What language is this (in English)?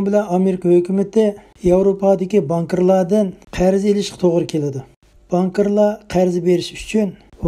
Uyghur